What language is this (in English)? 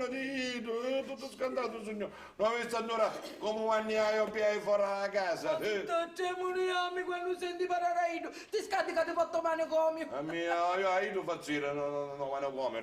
Sicilian